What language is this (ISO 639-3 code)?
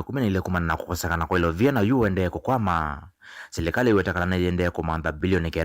kam